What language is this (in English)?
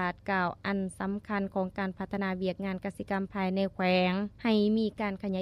Lao